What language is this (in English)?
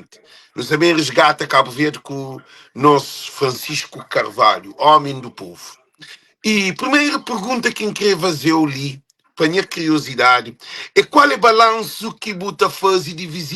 Kabuverdianu